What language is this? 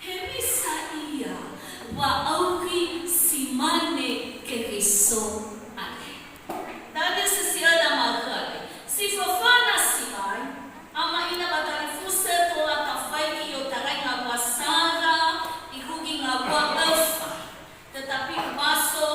Nias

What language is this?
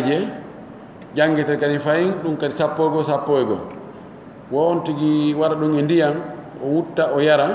Pular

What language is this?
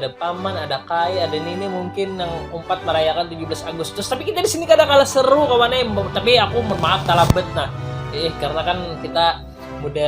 Banjar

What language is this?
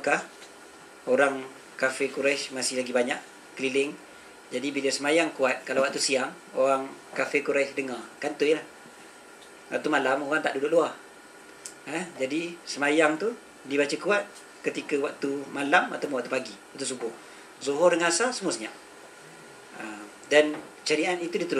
Malay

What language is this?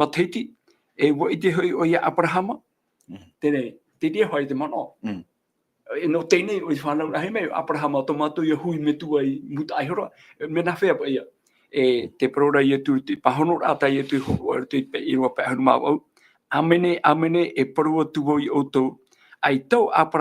Tahitian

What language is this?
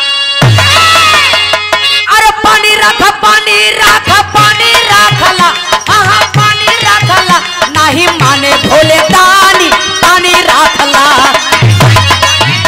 Bhojpuri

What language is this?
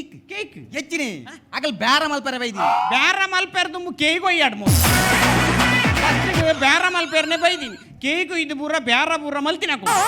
Tulu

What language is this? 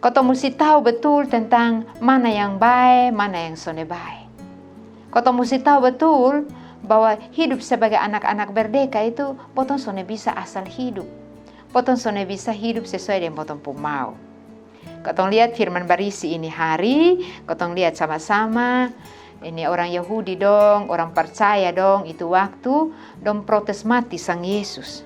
Kupang Malay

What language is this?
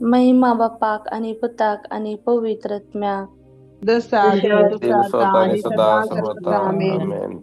Konkani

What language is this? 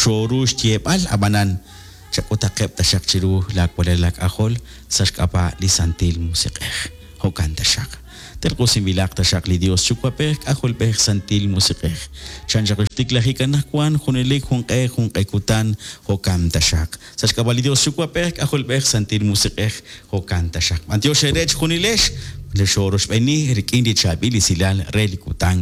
Kekchí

